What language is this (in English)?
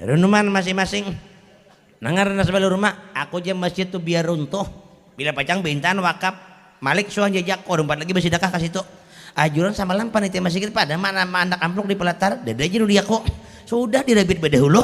Banjar